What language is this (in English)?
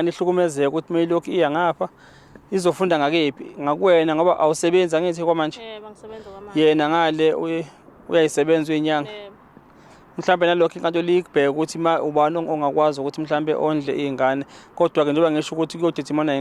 Zulu